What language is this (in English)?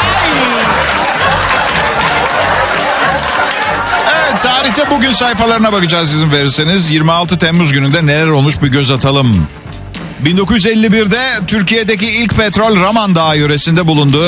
Turkish